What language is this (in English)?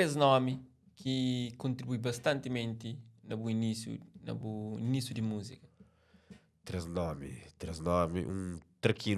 Kabuverdianu